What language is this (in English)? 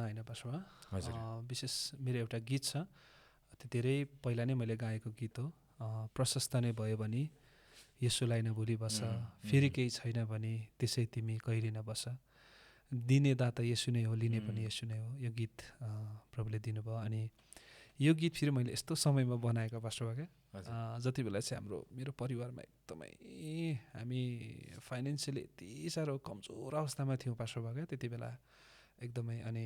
Nepali